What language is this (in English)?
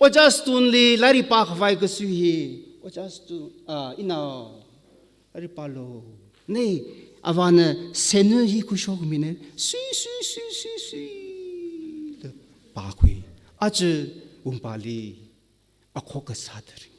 Tangkhul Naga (India)